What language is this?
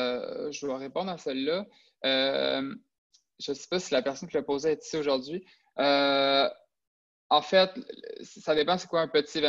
French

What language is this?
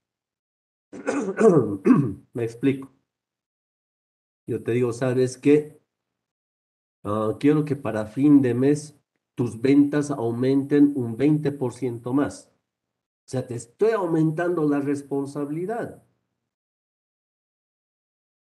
Spanish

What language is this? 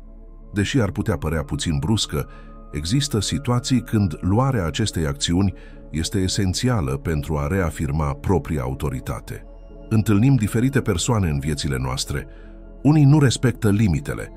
Romanian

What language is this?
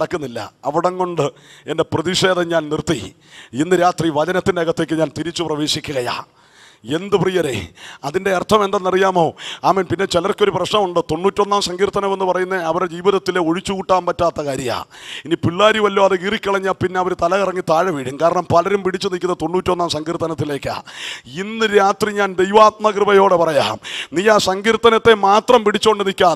Malayalam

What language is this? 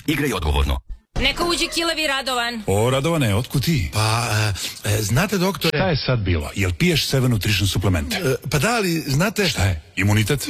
Serbian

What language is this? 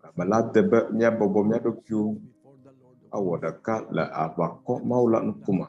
Ewe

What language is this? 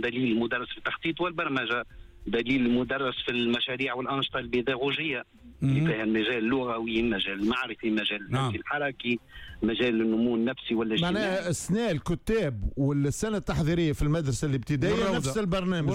Tunisian Arabic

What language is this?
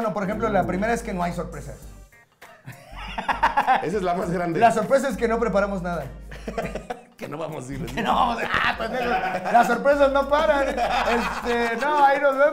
Spanish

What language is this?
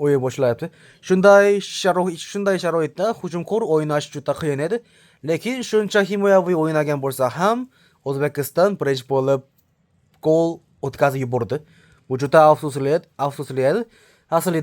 Uzbek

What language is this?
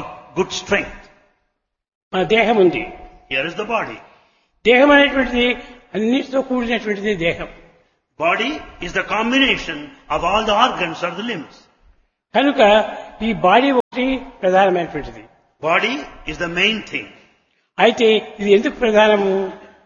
Telugu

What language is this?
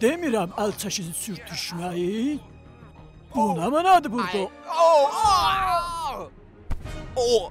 South Azerbaijani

